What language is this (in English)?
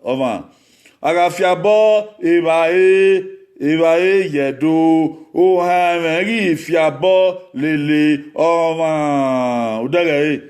Bini